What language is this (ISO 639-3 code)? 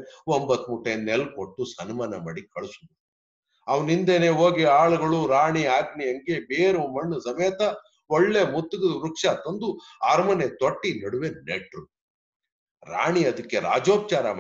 kan